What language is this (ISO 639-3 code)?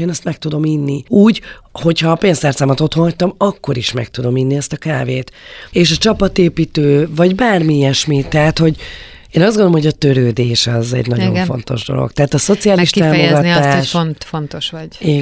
hun